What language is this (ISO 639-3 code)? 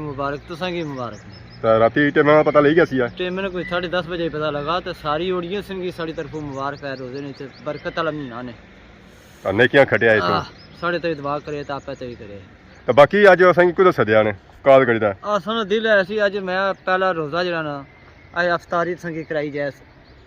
phr